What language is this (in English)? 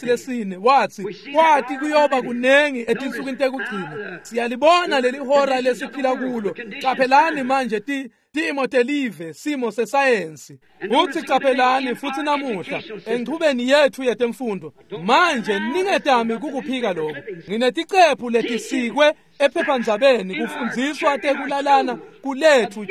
Swati